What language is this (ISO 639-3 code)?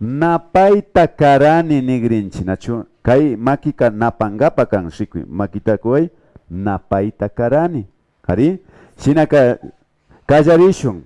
qvi